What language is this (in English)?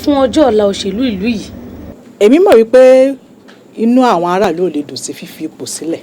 Yoruba